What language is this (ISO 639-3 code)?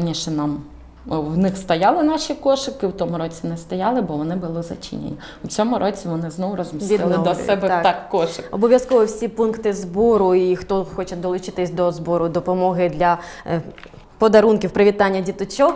ukr